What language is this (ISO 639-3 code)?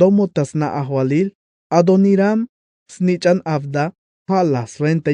tzh